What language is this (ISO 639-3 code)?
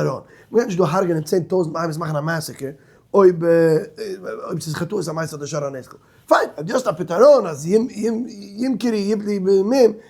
yid